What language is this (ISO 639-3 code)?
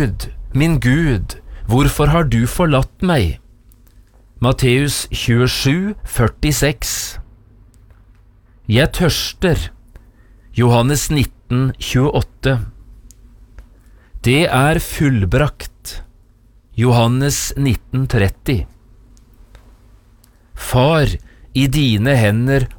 nor